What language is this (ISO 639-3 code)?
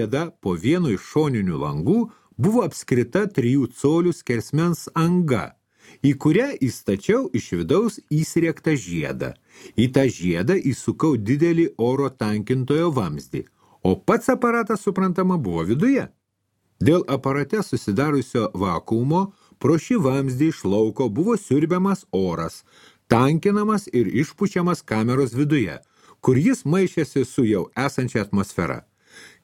lit